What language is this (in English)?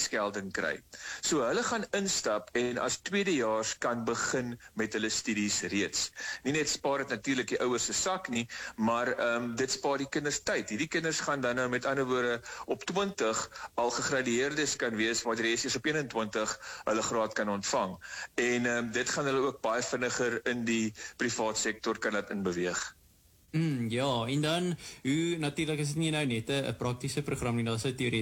Afrikaans